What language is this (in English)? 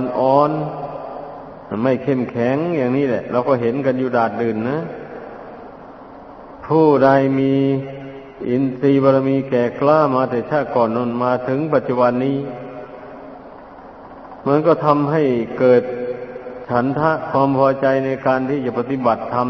Thai